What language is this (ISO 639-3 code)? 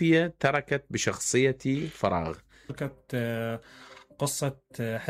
acm